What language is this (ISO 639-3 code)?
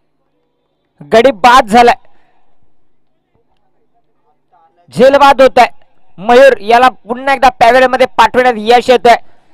mar